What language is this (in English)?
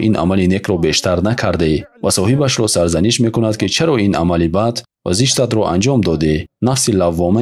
Tajik